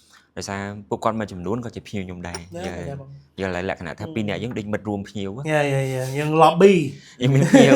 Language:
Khmer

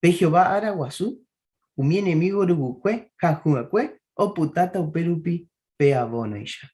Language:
Guarani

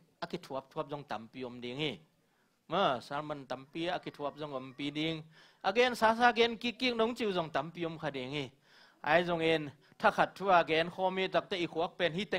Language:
Tedim Chin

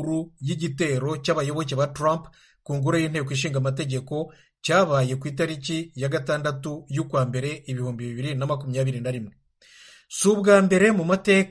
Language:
Kinyarwanda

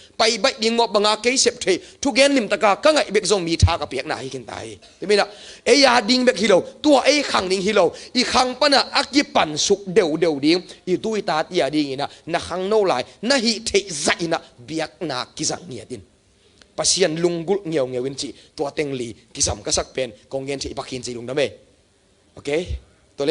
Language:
Tedim Chin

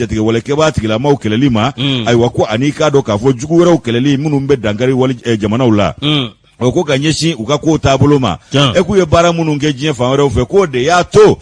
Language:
Bambara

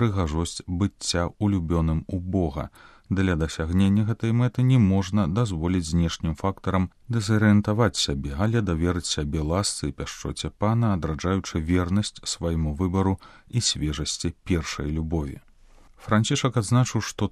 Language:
Belarusian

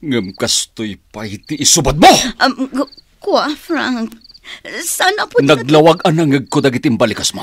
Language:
Iloko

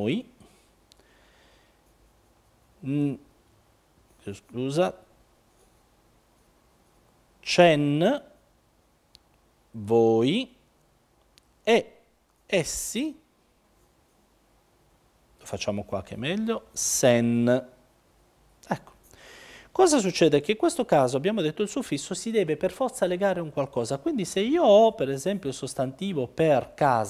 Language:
Italian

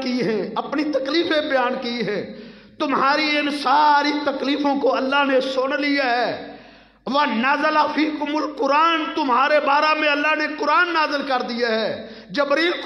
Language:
Urdu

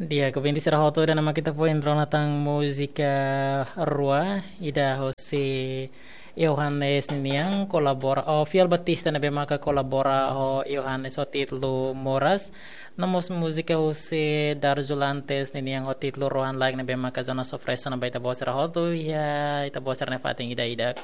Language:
Tetum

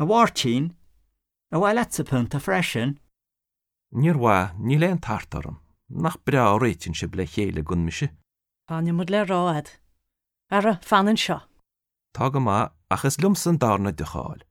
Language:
Irish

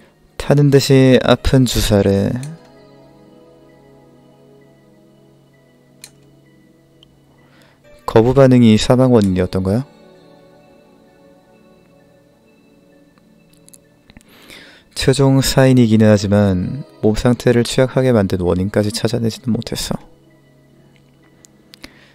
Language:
Korean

